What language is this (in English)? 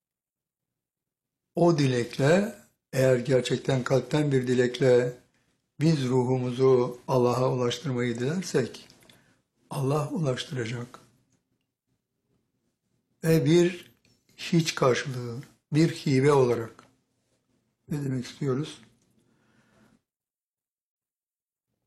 Turkish